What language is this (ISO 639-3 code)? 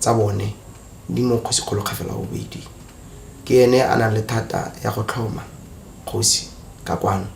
tsn